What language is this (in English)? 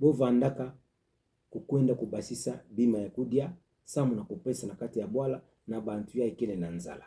Kituba (Democratic Republic of Congo)